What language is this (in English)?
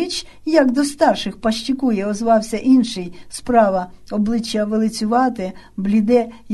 Ukrainian